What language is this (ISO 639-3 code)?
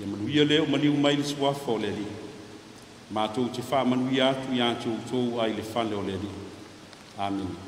smo